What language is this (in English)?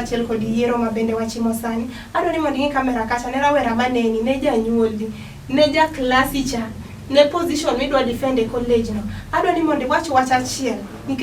Luo (Kenya and Tanzania)